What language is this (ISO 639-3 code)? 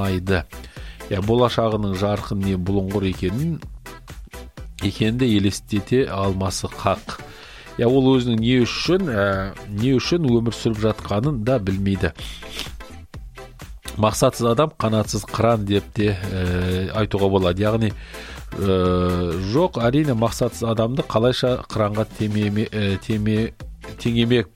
kaz